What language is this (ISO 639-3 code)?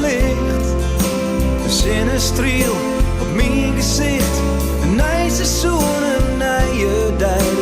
fry